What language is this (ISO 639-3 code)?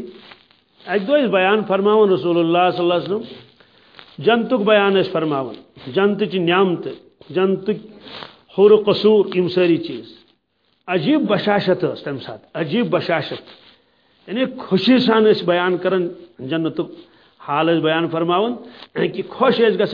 kas